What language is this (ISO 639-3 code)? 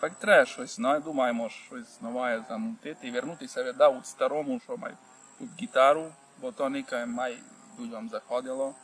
rue